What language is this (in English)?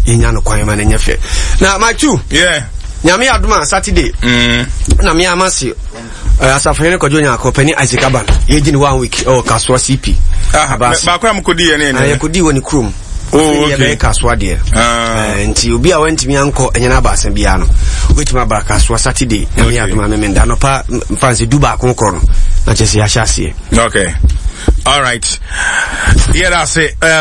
Akan